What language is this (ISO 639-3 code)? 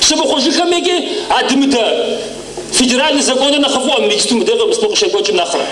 kbd